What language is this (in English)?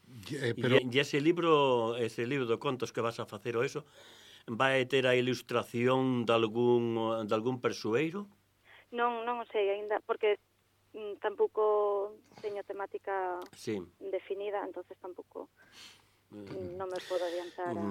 Galician